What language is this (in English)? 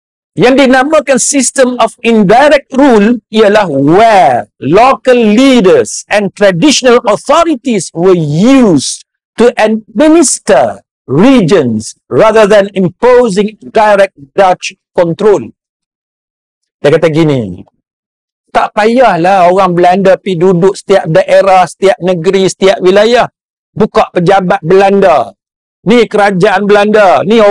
Malay